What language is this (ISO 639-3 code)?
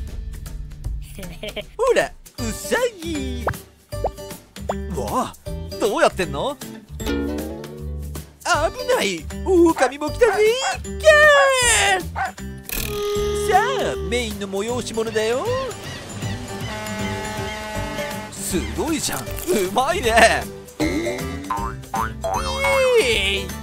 jpn